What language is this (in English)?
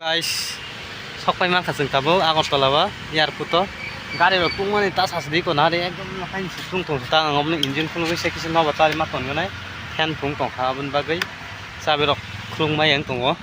Kok Borok